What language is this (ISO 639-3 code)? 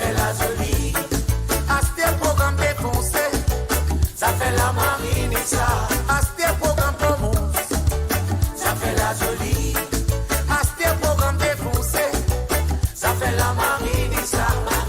mfe